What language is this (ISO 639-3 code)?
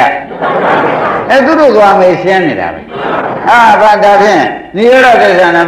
mya